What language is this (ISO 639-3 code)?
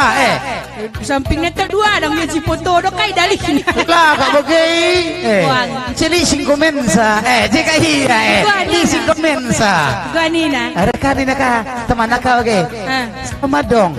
btx